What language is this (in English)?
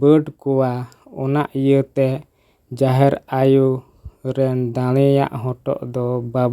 Santali